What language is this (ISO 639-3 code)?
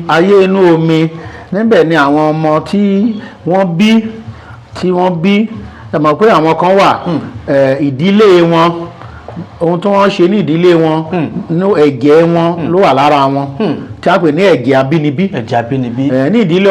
yor